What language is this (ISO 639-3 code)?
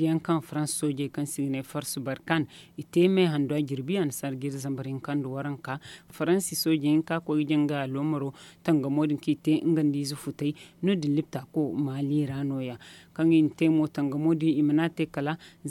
dje